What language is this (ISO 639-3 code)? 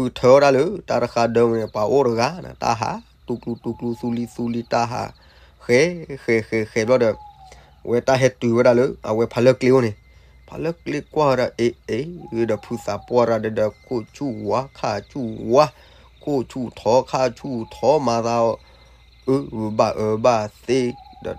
ksw